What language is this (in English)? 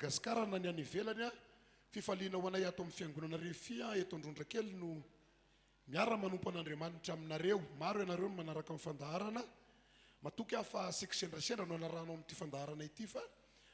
Malagasy